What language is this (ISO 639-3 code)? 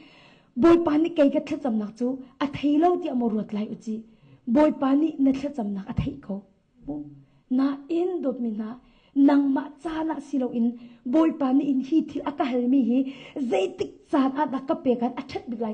cnh